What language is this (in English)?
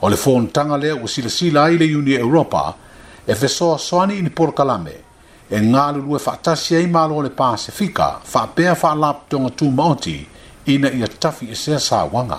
Samoan